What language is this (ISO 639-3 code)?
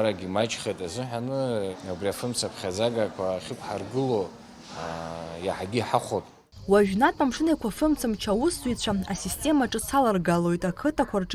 abk